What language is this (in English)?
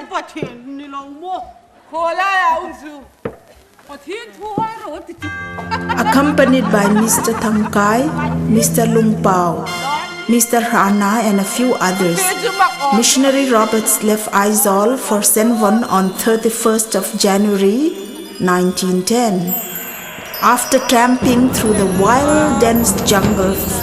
Hmar